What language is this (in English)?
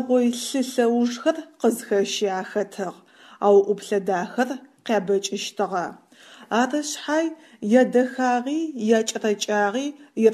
Adyghe